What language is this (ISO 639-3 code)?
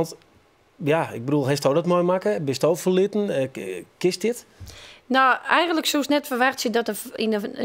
fry